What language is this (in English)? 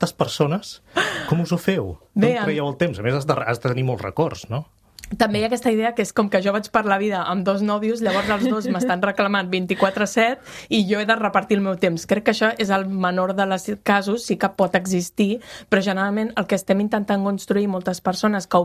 Catalan